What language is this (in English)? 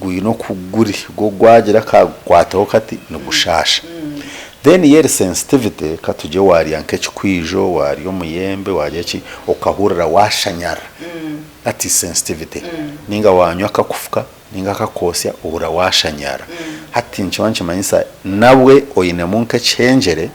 Nyankole